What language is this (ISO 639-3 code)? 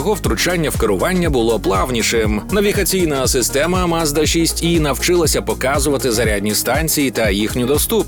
ukr